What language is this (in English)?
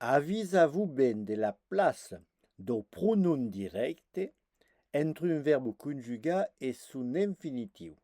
Occitan